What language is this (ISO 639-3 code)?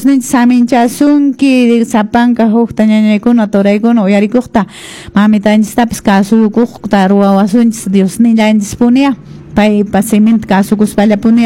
que